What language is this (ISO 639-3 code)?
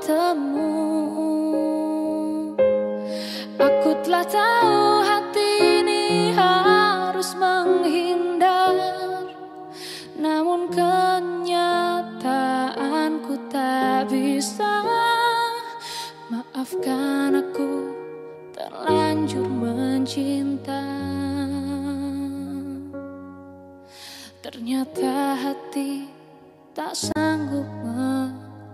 ind